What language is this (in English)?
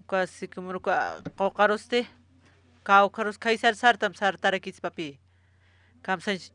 Aymara